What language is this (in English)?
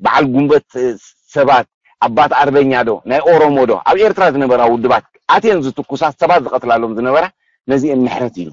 Tigrinya